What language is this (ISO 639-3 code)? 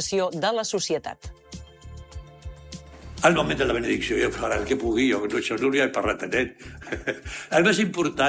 cat